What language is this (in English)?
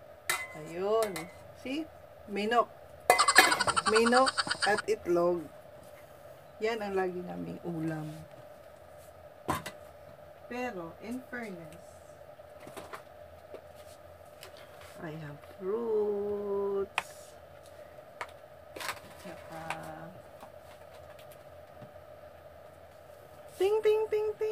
Filipino